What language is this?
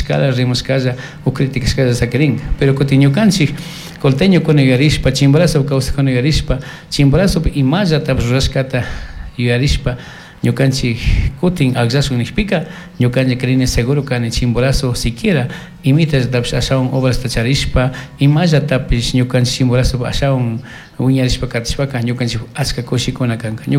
Chimborazo Highland Quichua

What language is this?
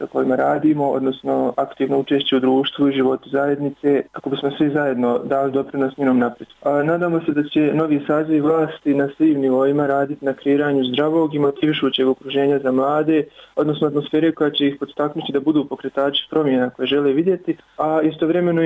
Bosnian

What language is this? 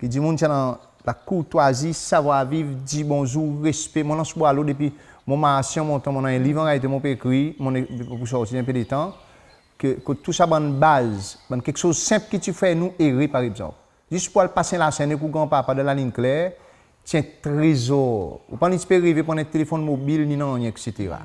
Seselwa Creole French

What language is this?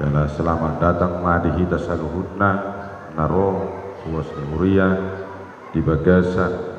Batak Toba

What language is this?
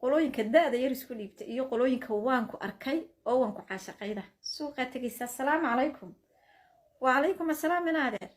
Somali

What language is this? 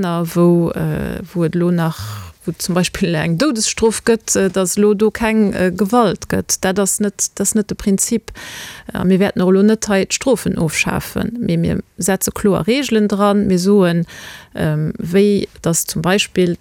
Luxembourgish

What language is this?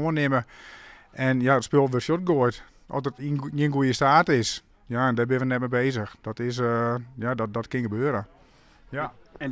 Western Frisian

